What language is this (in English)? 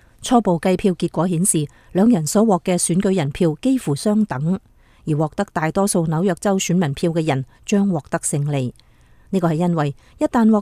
Cantonese